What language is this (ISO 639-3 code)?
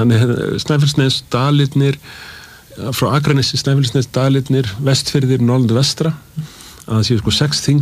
isl